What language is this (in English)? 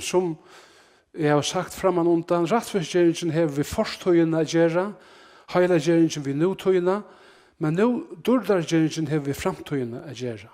Faroese